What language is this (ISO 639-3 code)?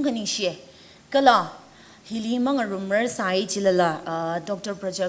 nmf